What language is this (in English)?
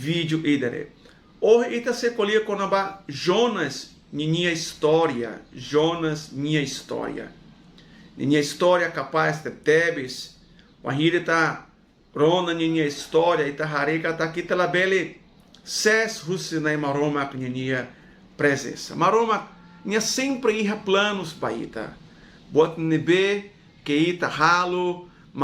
Tetum